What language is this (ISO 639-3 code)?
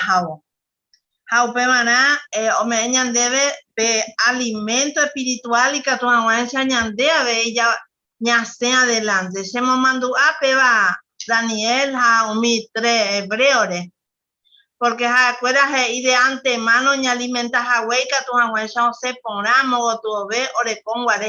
grn